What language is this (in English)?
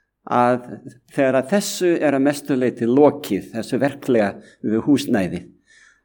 Icelandic